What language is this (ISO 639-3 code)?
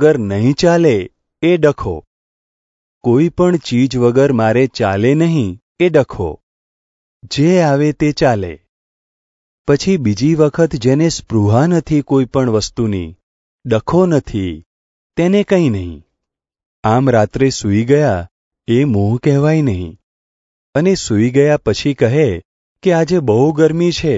guj